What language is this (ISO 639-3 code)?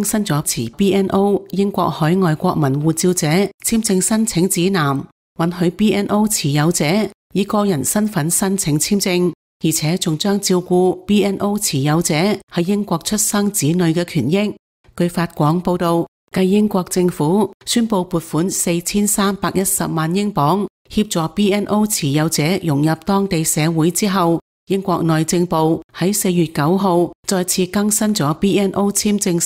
yue